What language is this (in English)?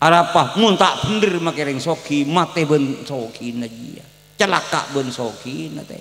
Madurese